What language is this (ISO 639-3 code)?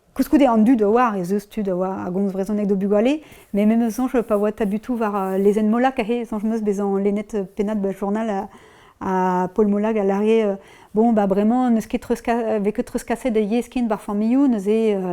bre